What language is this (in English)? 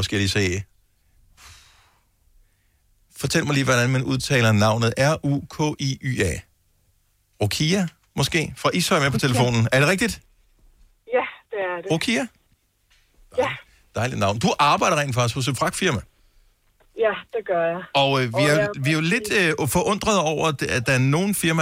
Danish